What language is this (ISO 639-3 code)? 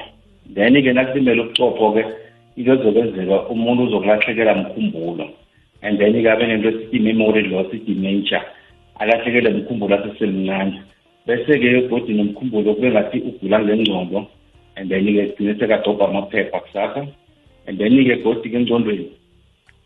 nbl